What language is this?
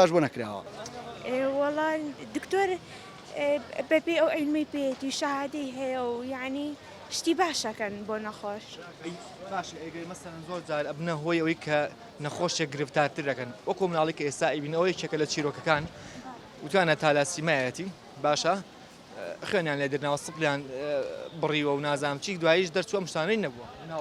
Central Kurdish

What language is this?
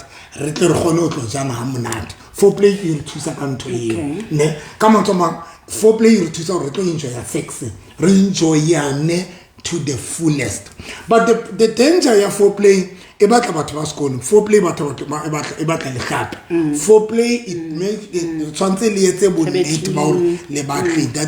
Southern Sotho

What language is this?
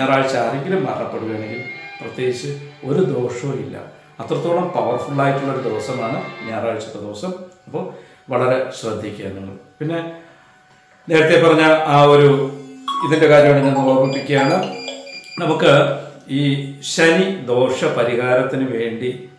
Malayalam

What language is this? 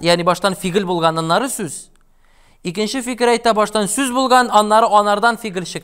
Tatar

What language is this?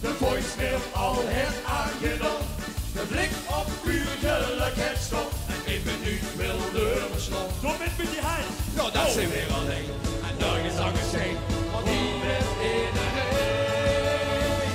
Limburgish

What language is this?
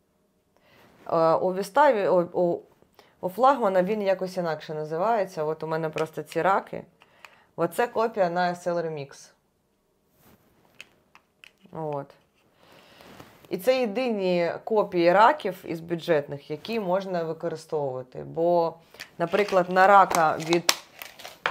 Ukrainian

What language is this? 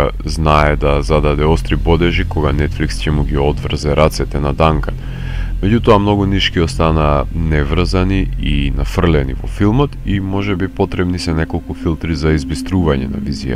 Macedonian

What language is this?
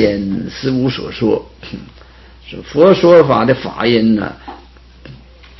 Chinese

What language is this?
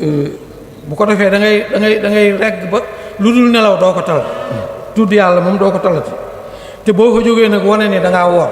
Wolof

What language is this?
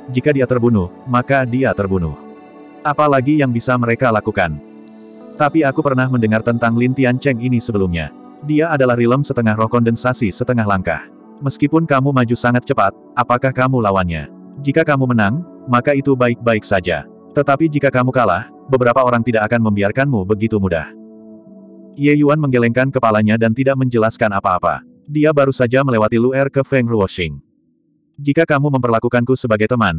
Indonesian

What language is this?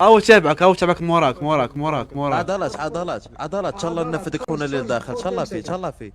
Moroccan Arabic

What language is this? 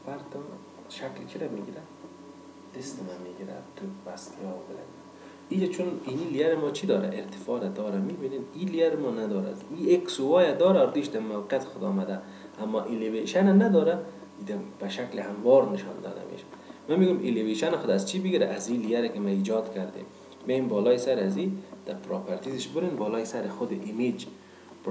Persian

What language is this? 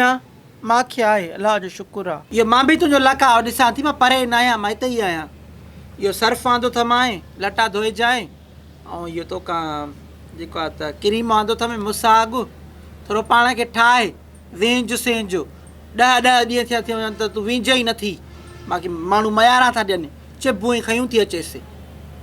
Sindhi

